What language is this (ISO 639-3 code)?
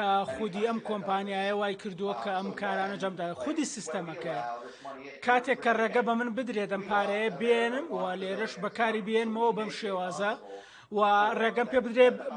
ckb